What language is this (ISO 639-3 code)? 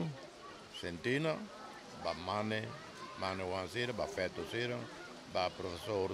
tet